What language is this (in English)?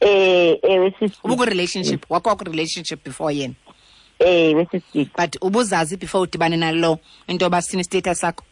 Xhosa